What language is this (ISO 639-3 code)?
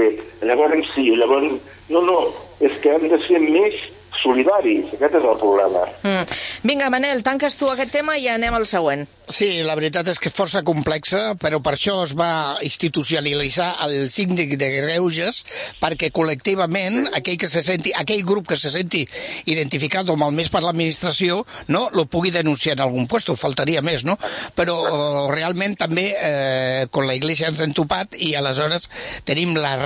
cat